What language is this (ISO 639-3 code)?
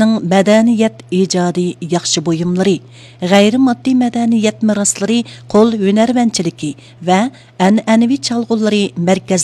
uig